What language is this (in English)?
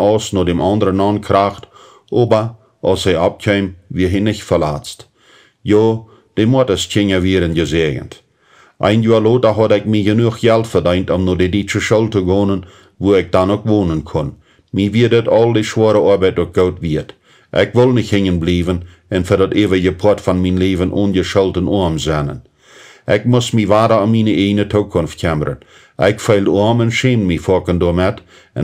Plautdietsch